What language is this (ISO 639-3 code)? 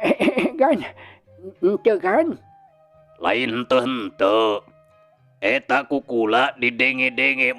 sun